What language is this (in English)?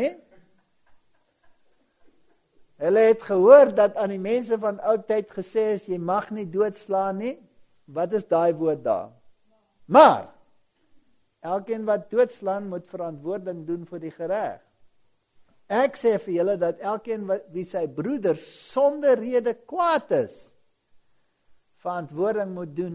Afrikaans